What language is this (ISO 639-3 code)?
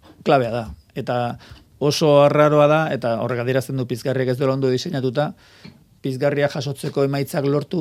eus